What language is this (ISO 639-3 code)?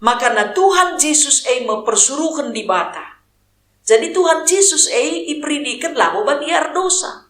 btx